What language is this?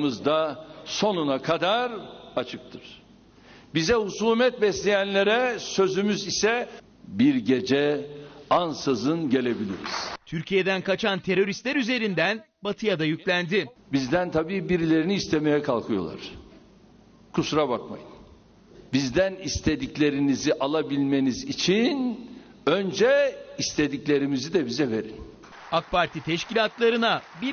Turkish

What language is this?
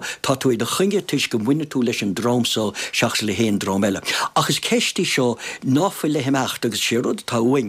Irish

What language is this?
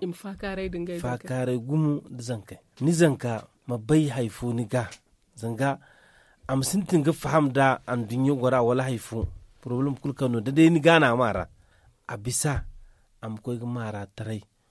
Zarma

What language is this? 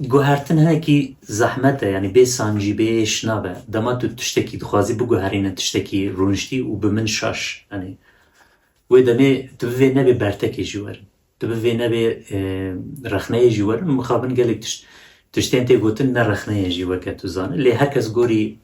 Kurdish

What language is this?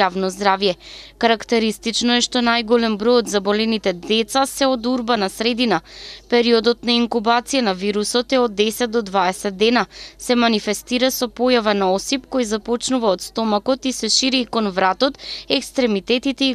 Macedonian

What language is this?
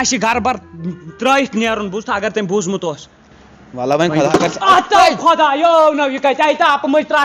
Kashmiri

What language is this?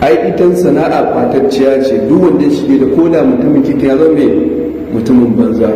Hausa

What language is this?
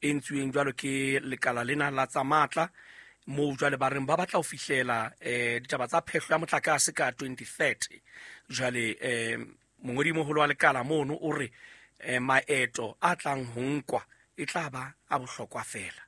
Southern Sotho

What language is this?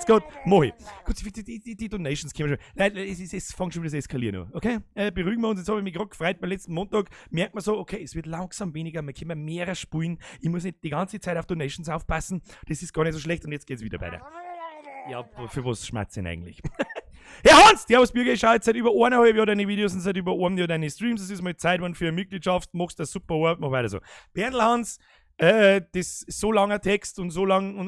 Bavarian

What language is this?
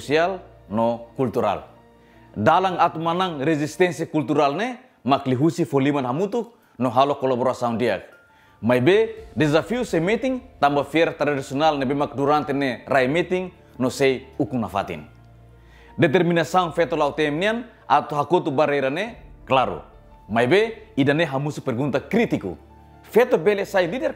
Tetum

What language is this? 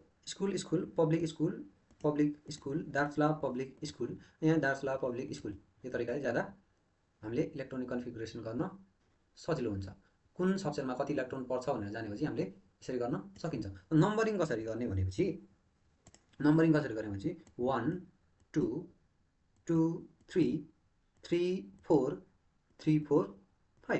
Nepali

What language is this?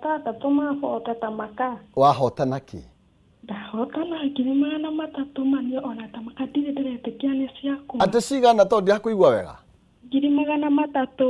Kikuyu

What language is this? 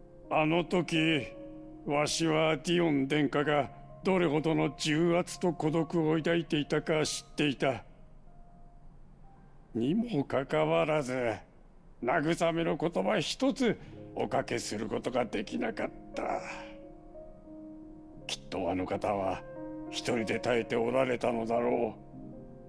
Japanese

